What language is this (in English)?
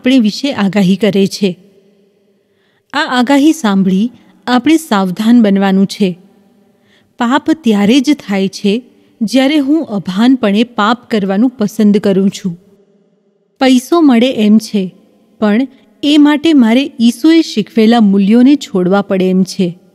Gujarati